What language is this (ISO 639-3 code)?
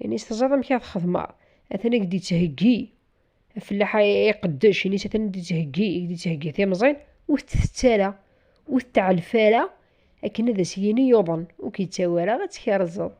kab